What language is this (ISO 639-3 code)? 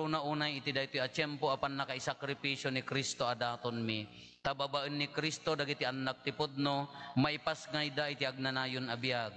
ilo